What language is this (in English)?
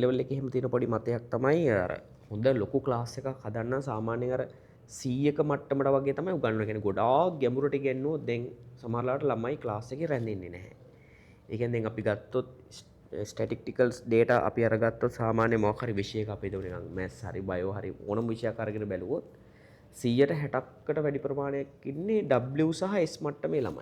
Sinhala